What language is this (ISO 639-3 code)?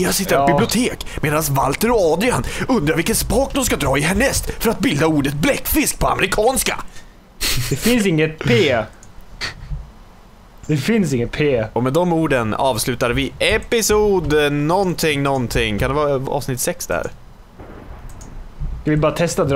swe